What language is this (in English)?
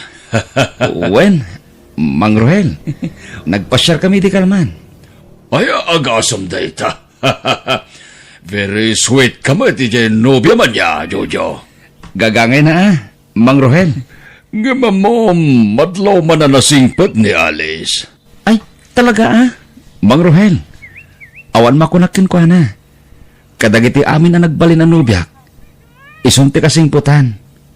Iloko